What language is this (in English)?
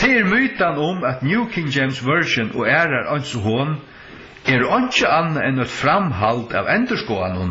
Faroese